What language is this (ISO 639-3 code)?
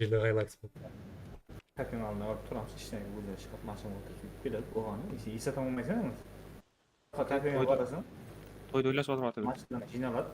kaa